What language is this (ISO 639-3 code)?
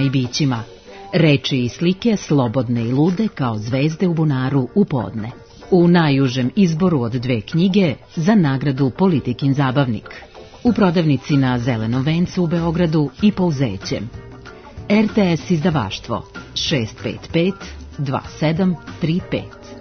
srp